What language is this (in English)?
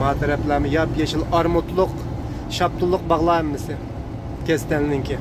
Uyghur